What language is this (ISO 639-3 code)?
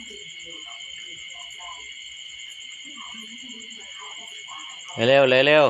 lao